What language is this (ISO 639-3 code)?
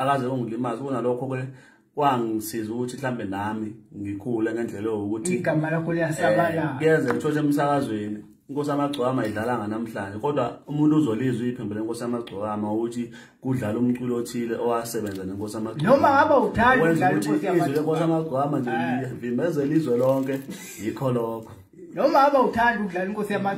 zul